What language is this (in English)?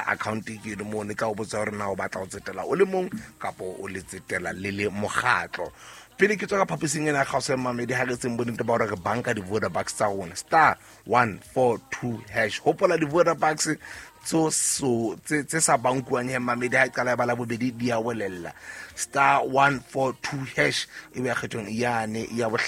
Southern Sotho